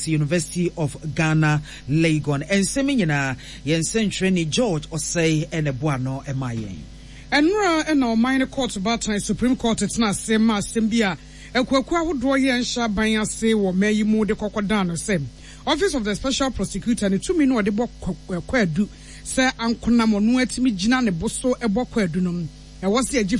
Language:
Akan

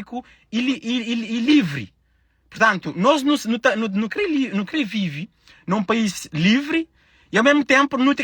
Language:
Kabuverdianu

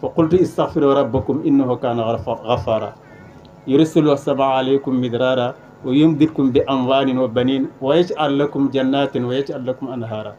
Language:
Wolof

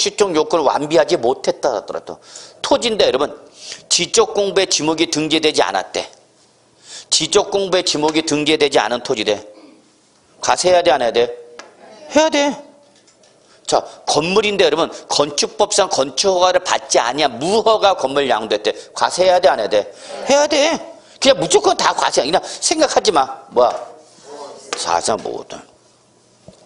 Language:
Korean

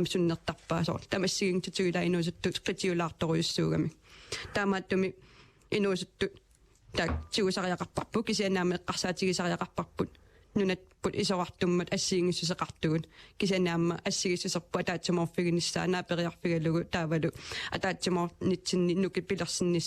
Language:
Kalaallisut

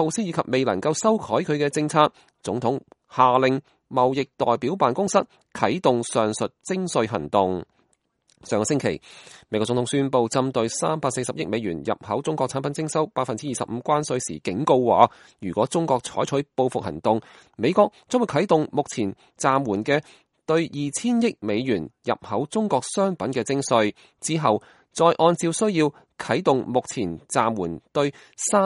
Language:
Cantonese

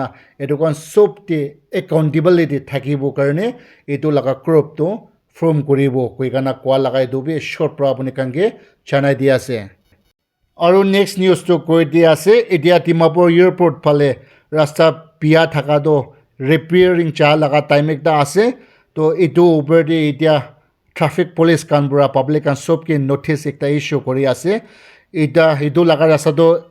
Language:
Naga Pidgin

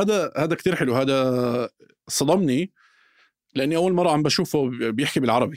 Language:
North Levantine Arabic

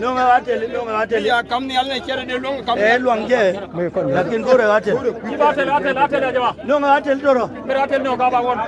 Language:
Nuer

